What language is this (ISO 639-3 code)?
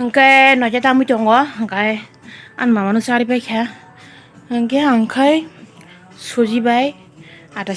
trp